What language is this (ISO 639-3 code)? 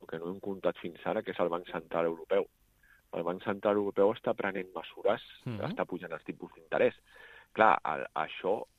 cat